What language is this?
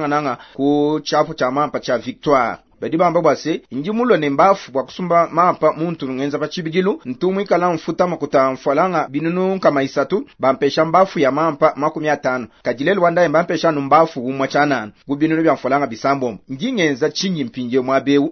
Luba-Lulua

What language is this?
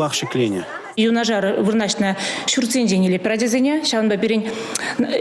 Chuvash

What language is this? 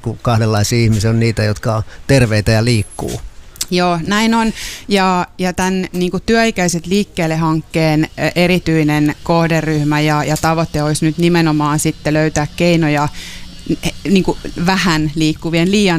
Finnish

